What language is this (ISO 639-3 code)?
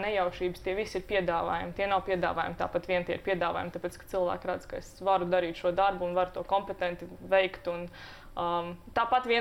lav